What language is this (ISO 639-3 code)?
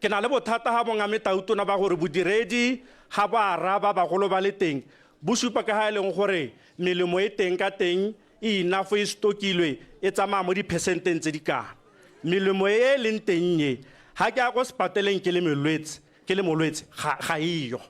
tsn